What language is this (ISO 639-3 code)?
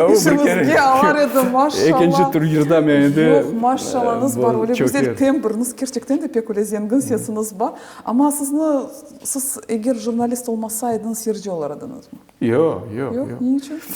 crh